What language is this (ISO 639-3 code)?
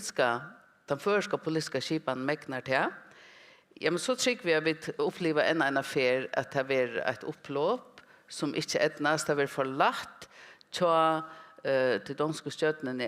fao